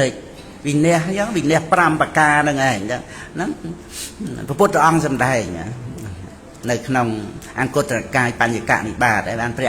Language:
Khmer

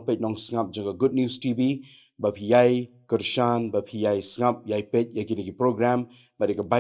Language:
Khasi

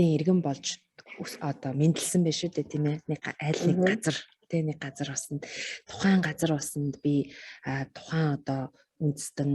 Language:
Mongolian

